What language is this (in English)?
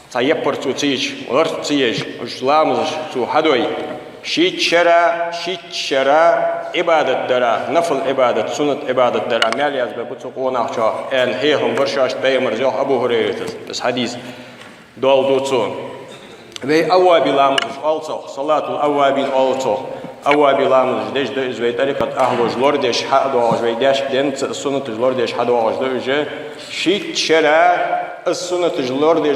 Ingush